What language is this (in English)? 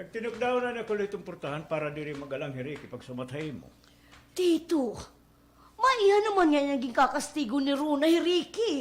Waray